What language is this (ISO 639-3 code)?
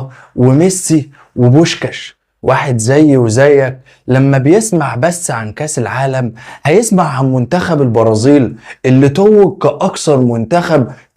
arz